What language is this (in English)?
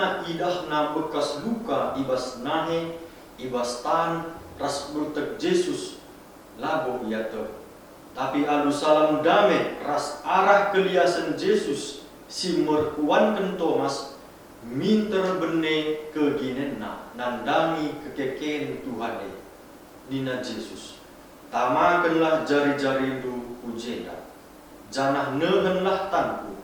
Batak Karo